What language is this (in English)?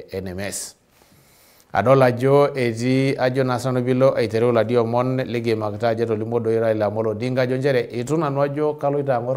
Masai